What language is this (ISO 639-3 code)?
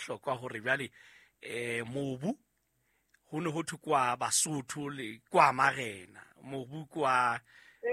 sot